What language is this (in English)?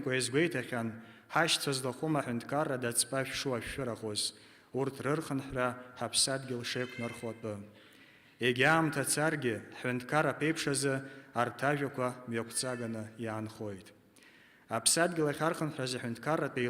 Abkhazian